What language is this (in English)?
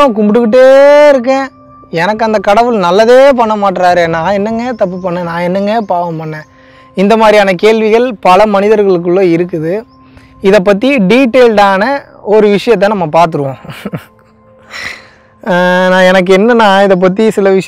Tamil